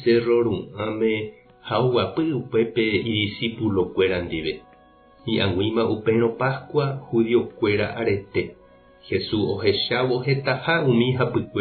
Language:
Guarani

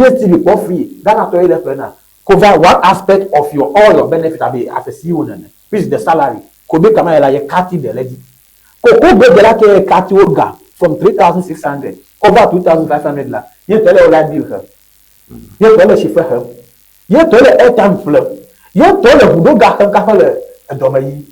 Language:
Ewe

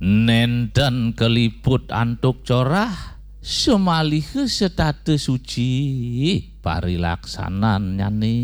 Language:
Balinese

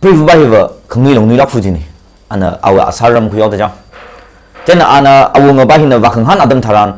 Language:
Tangkhul Naga (India)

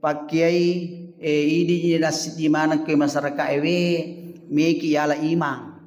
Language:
Buginese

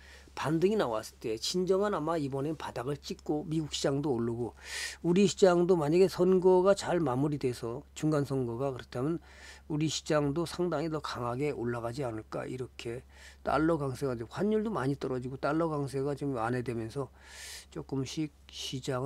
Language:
Korean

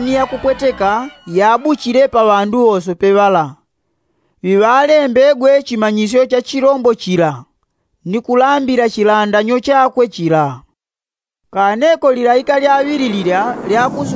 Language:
Yao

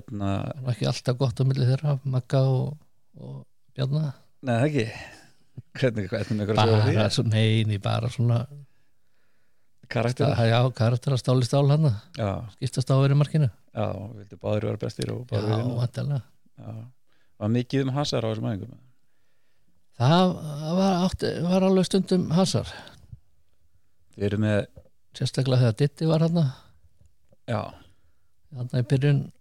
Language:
Icelandic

